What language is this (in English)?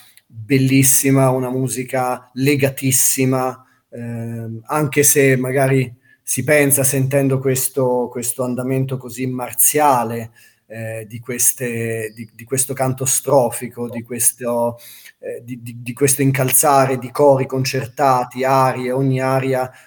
Italian